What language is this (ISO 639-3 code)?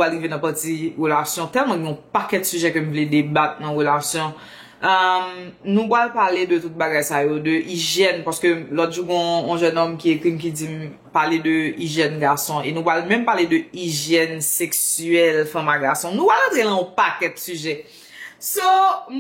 hat